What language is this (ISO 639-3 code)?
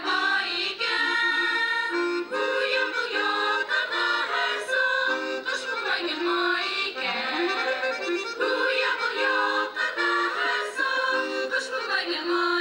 bak